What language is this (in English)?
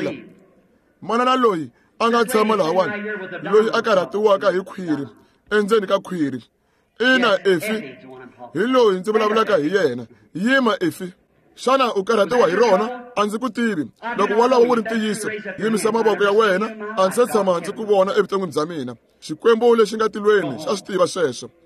Tsonga